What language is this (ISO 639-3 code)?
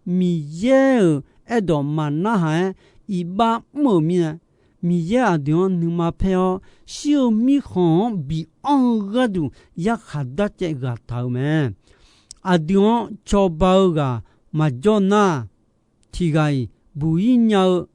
ahk